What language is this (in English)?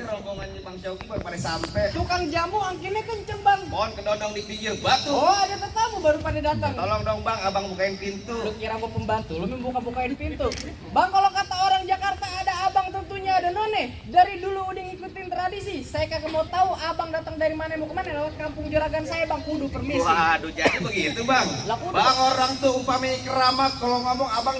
Betawi